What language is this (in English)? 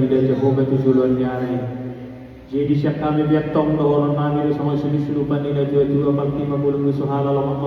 Batak Toba